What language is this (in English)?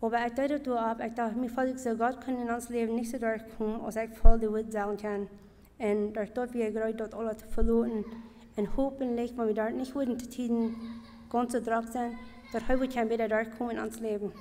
Plautdietsch